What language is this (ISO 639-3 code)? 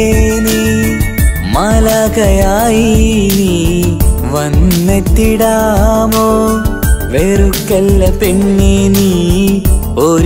mal